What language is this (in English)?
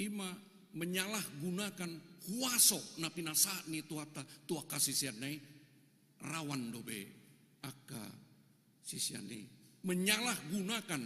Batak Toba